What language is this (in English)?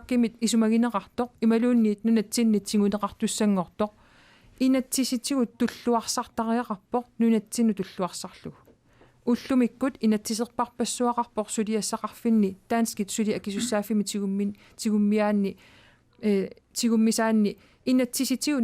Kalaallisut